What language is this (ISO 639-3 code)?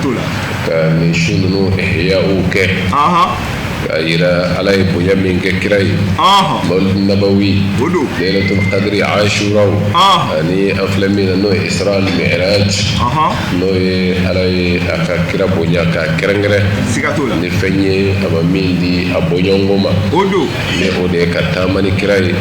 bam